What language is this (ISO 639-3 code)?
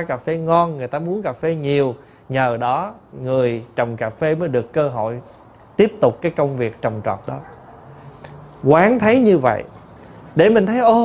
vie